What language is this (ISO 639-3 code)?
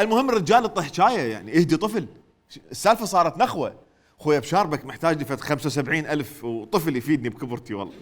acm